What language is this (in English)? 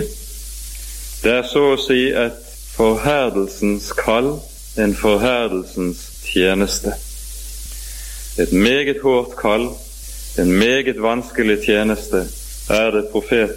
Norwegian